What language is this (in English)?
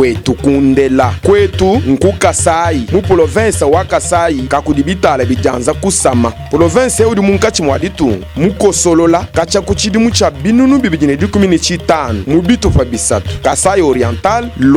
Luba-Lulua